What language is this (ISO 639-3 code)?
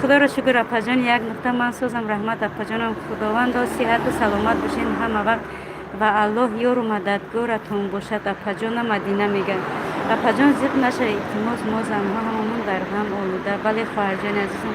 tgk